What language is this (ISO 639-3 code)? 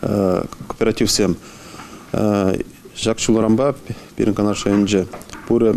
chv